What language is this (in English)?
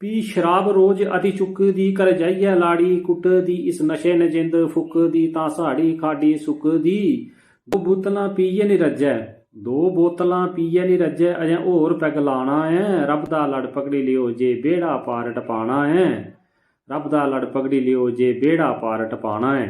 Dogri